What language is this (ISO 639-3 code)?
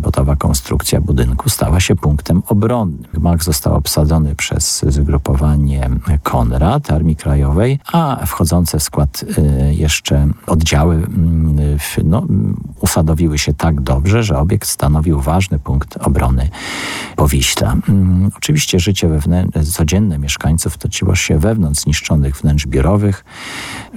pol